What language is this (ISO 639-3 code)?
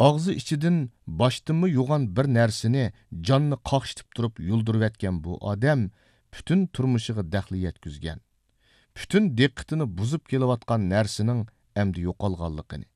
uig